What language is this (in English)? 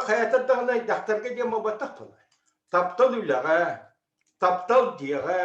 Yakut